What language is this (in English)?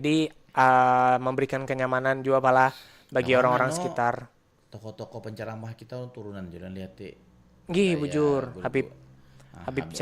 Banjar